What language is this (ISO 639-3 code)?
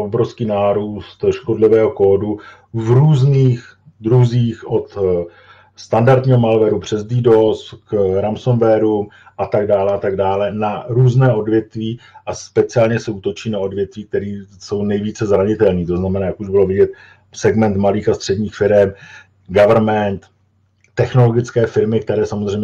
ces